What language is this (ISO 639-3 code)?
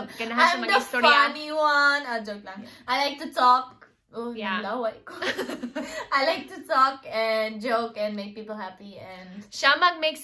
ceb